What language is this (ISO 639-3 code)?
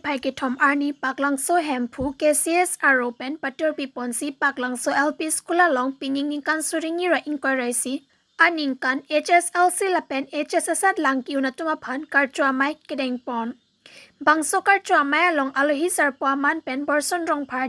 mjw